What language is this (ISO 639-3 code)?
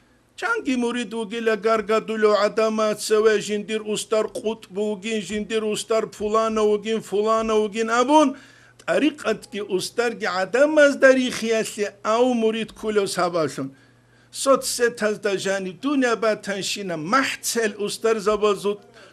ava